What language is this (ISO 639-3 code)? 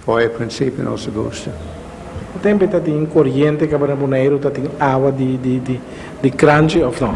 pap